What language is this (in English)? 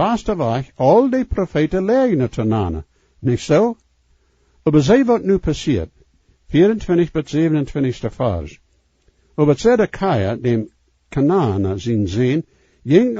Plautdietsch